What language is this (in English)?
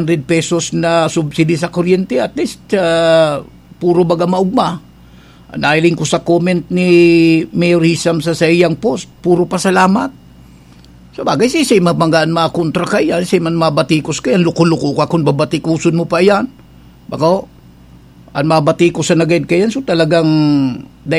Bikol